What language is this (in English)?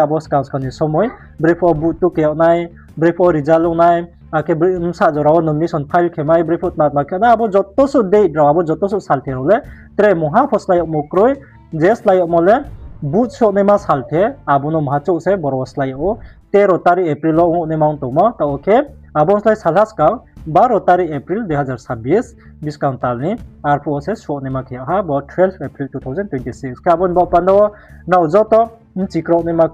Riang (India)